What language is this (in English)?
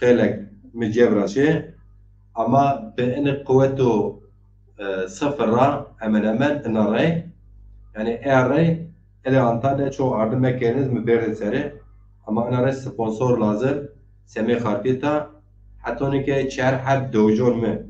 Zaza